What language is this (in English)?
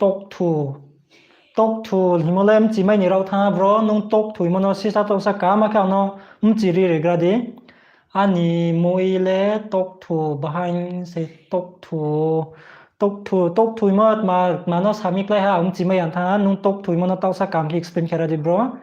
Riang (India)